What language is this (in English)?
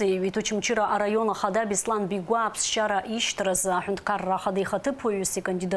Abkhazian